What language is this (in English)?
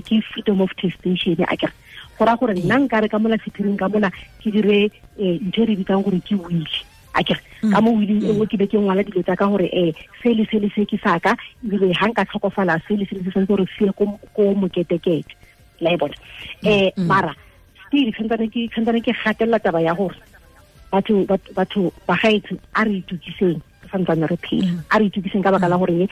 Tswana